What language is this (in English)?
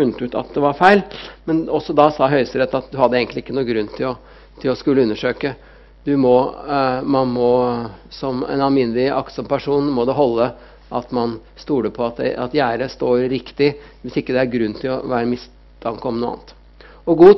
Norwegian